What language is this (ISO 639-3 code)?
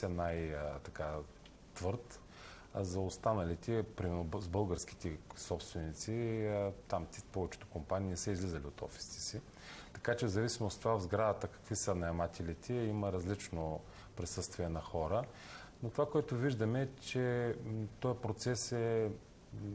bul